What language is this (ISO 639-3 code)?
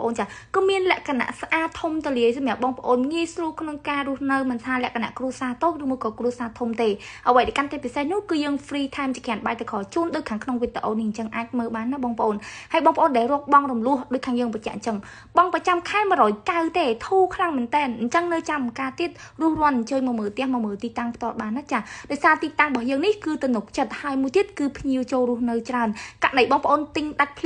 khm